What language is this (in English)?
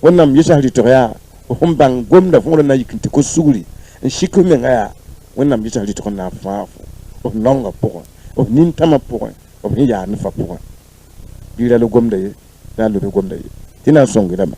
Mossi